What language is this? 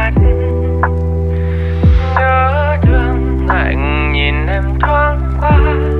Vietnamese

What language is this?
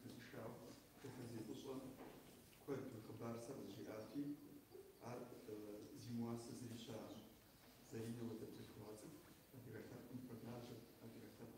Kabardian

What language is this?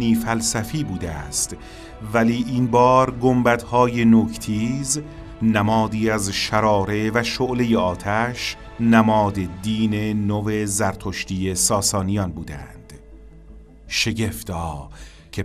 Persian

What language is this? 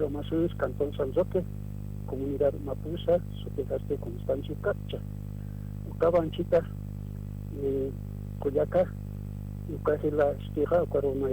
Aymara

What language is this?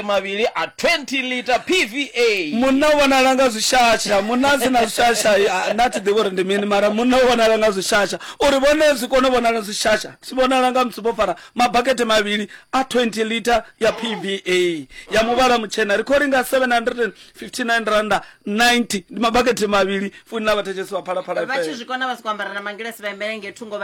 Venda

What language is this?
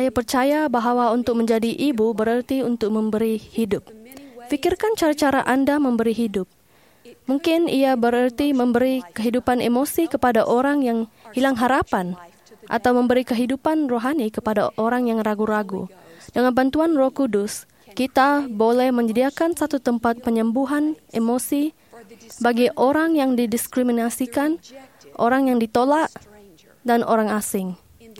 Malay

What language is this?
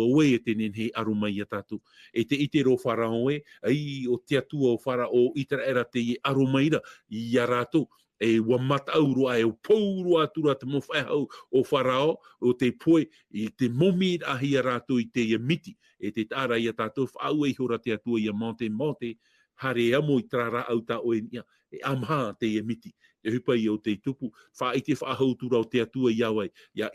Tahitian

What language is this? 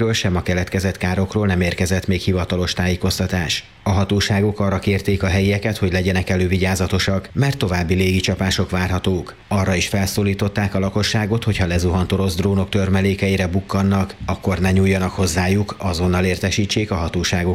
Hungarian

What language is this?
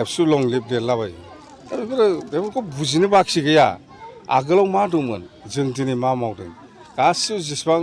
Bodo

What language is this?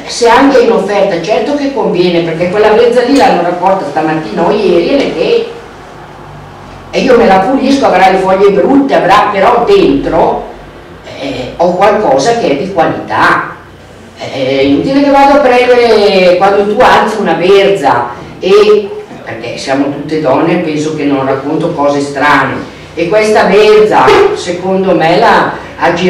Italian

